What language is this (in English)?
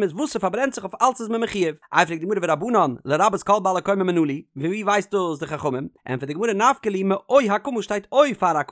Yiddish